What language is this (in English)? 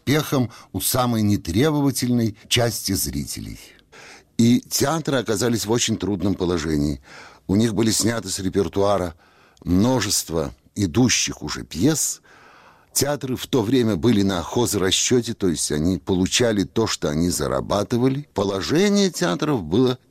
Russian